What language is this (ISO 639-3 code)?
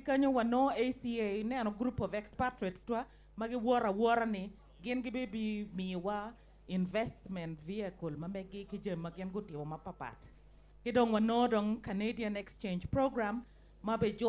ach